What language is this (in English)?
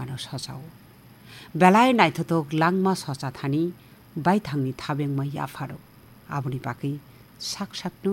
Kok Borok